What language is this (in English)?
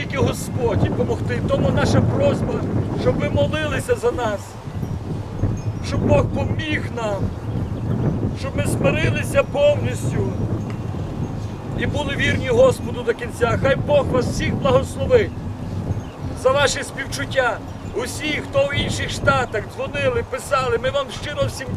Ukrainian